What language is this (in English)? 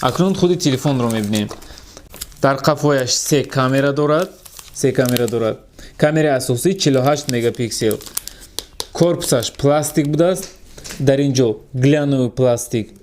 Tajik